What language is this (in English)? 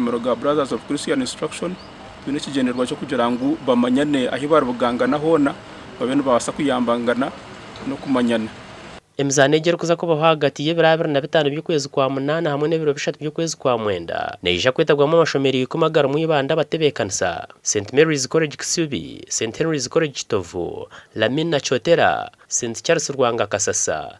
Nyankole